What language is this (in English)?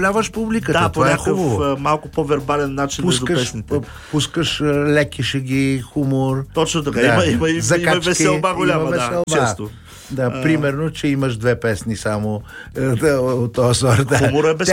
Bulgarian